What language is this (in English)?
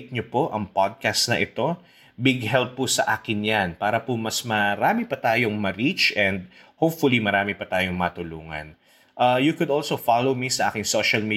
Filipino